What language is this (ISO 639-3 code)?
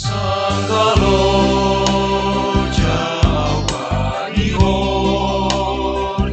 bts